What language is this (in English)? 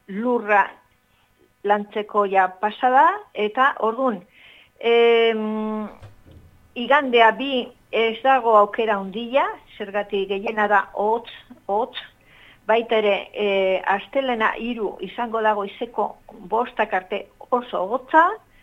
Basque